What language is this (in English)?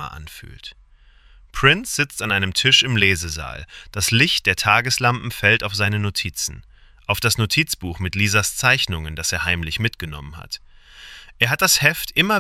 German